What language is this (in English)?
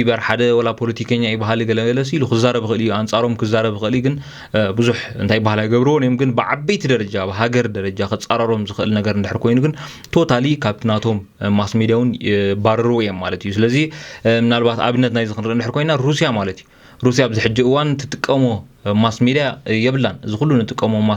Tigrinya